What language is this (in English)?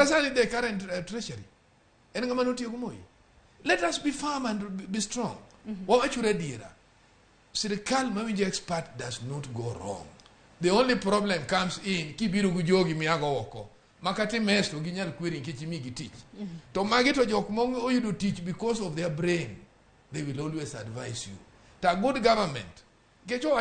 Luo (Kenya and Tanzania)